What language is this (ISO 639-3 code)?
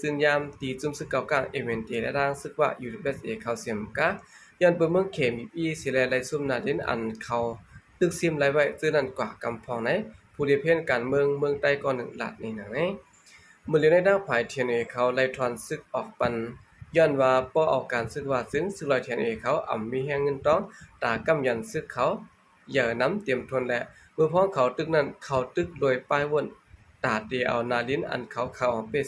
shn